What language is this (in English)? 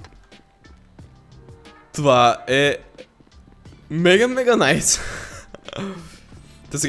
Bulgarian